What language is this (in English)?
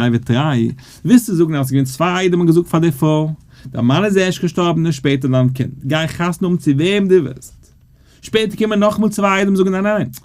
Yiddish